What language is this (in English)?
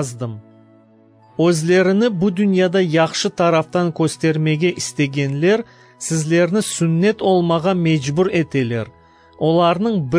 Crimean Tatar